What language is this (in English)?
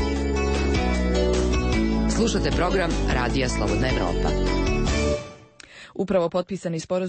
Serbian